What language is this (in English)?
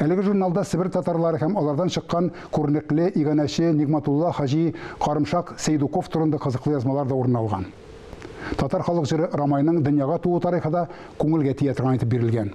Tatar